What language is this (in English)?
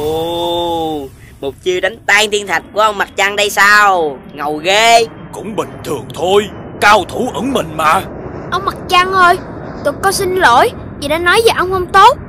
Vietnamese